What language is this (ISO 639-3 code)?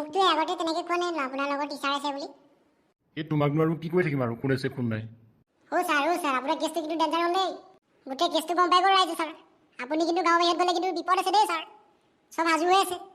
asm